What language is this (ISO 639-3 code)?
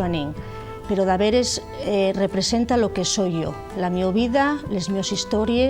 ast